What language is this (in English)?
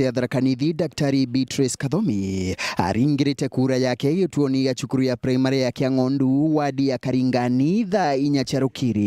Meru